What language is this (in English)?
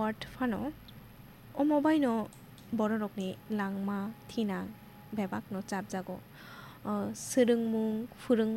Kok Borok